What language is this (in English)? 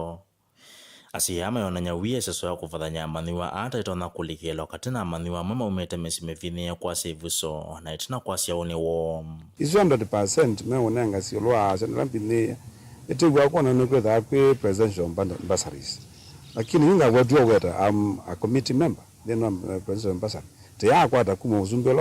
Kamba